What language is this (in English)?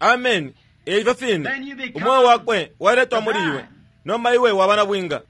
Bemba